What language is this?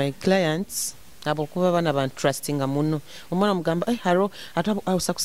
Nyoro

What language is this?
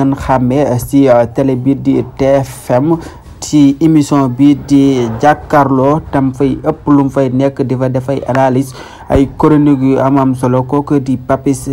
Wolof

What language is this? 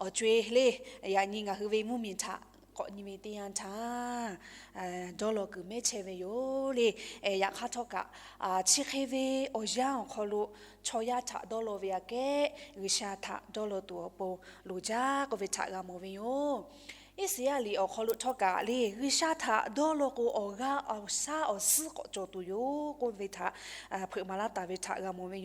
Lahu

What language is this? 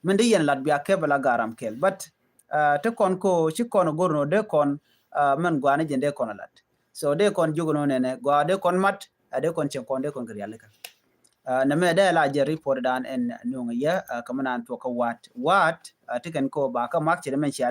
Nuer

